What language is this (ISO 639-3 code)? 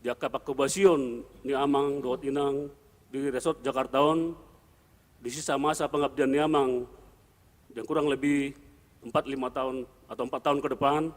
bbc